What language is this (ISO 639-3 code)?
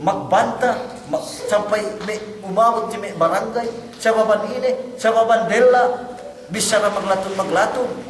yka